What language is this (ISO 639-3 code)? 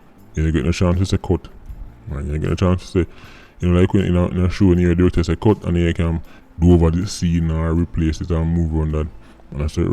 jam